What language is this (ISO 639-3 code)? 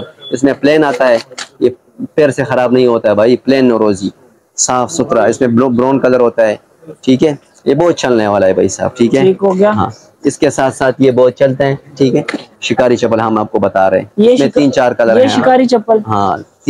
hin